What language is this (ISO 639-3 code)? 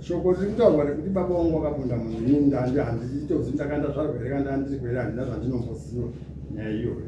sna